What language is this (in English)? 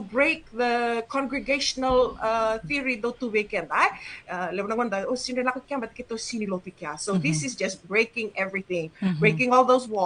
Fijian